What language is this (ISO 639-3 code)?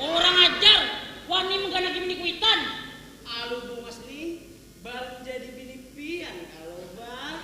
bjn